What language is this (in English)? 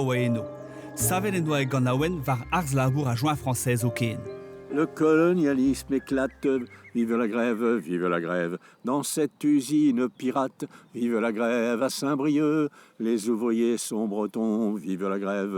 Breton